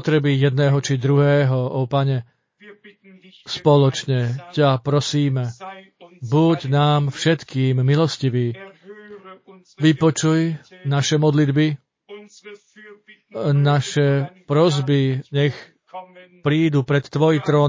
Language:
Slovak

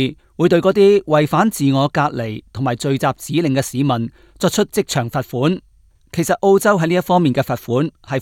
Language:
Cantonese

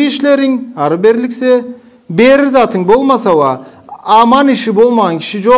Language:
Karachay-Balkar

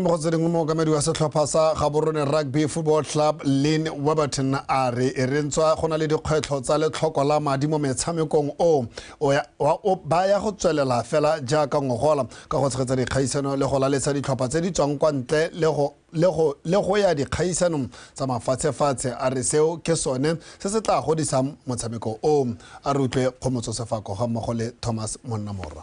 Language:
Tswana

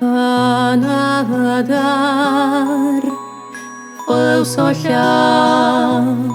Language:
Kabardian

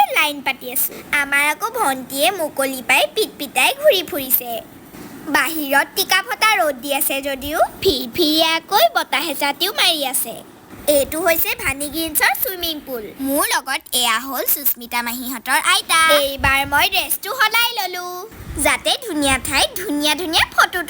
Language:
Assamese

